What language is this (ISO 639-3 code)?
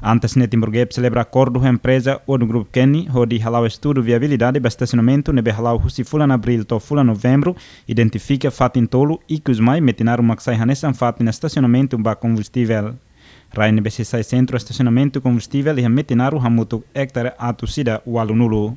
tet